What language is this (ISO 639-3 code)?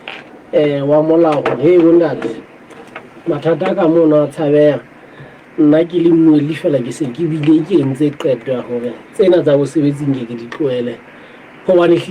sot